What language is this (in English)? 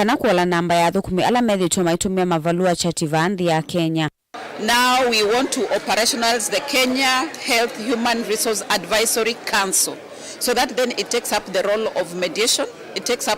Kamba